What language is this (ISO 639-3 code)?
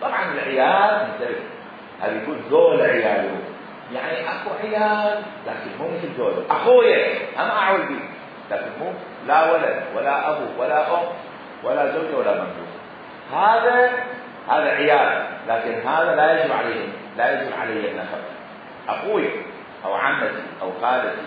acm